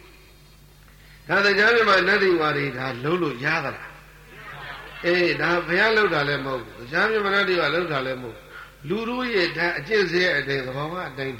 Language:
Burmese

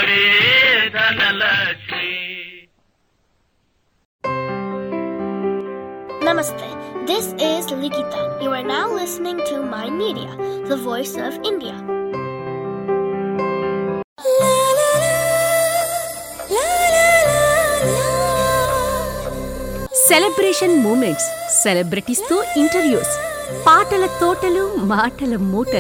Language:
Telugu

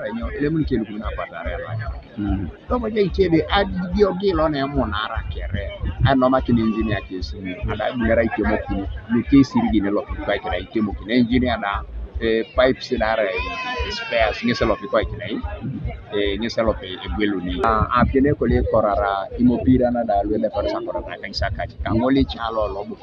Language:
Teso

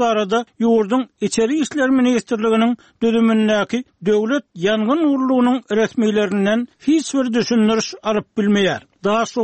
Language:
Turkmen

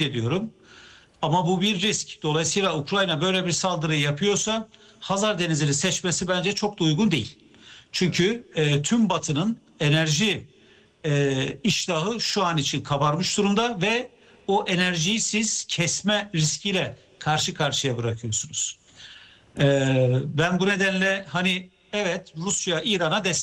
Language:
Turkish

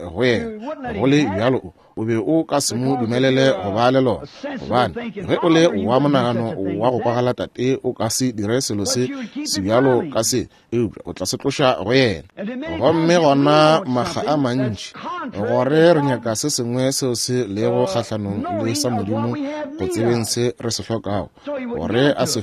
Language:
Northern Sotho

